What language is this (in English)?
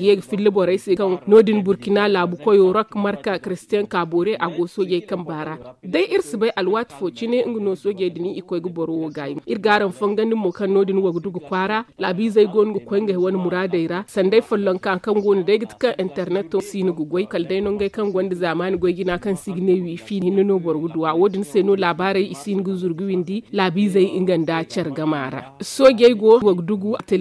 Zarma